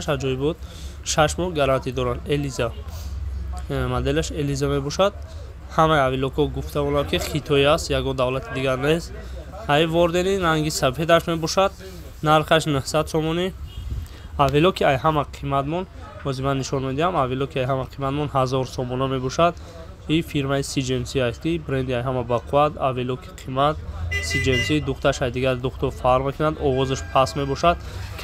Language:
Tajik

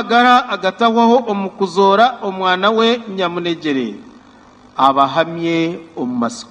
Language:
Nyankole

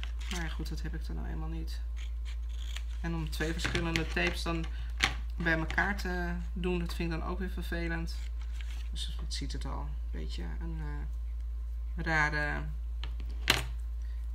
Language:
Dutch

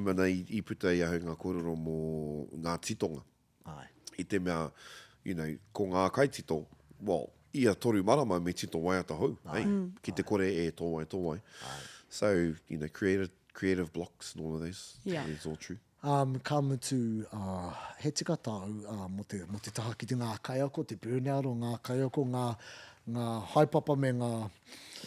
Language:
Māori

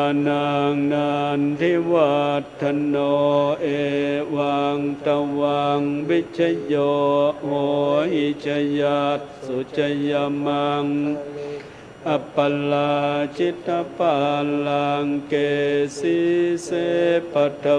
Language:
Pali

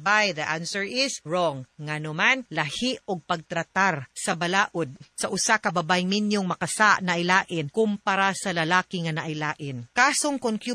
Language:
Cebuano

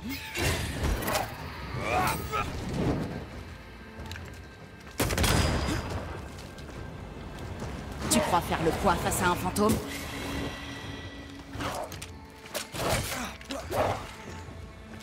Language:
French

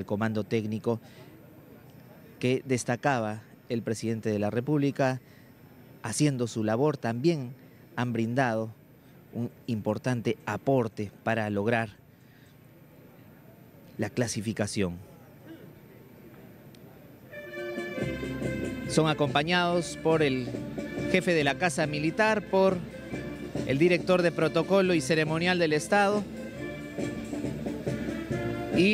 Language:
Spanish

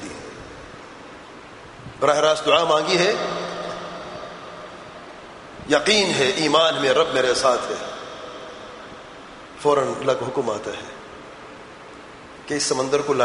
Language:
Urdu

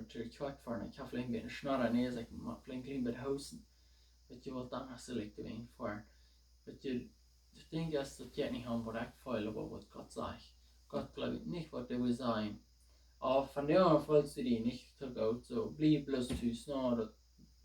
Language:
Plautdietsch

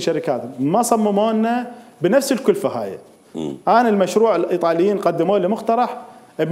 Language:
Mesopotamian Arabic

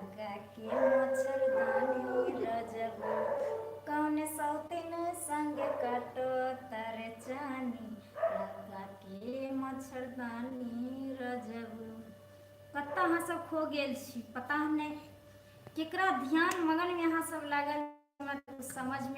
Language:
Maithili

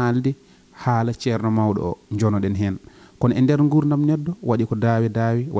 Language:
Fula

